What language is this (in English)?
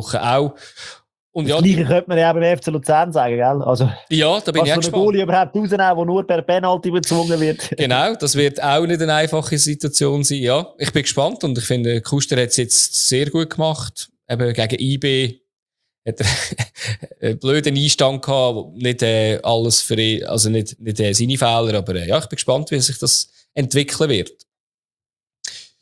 German